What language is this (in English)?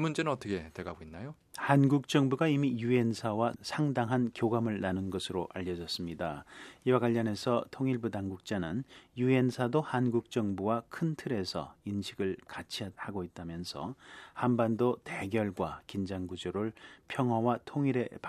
Korean